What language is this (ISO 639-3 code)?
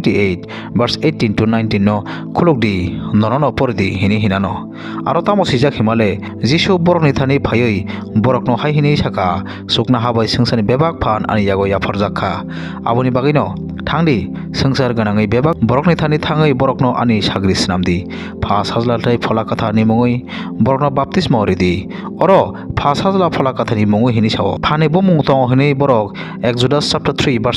trp